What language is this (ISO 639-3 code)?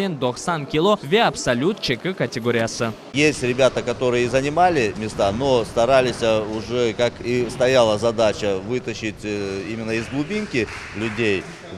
crh